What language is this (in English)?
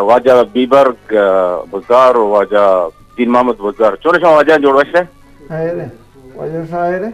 Eastern Balochi